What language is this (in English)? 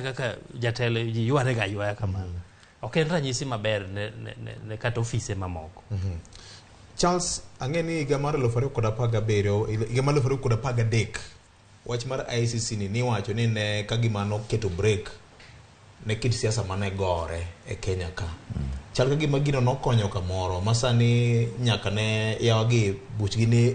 Luo (Kenya and Tanzania)